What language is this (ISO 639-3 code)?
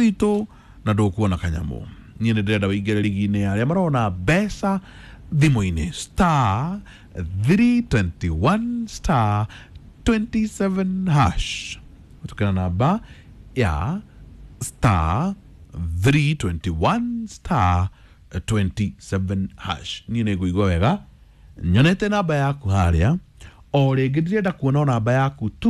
kik